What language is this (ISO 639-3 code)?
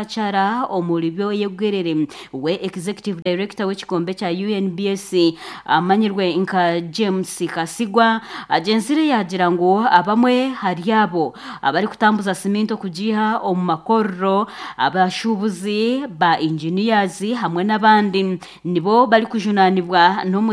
nyn